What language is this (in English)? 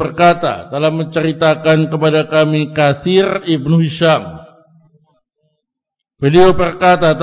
Indonesian